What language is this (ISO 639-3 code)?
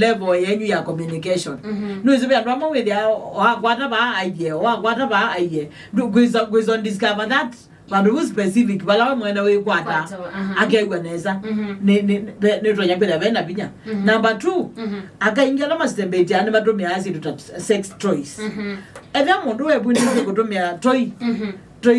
kam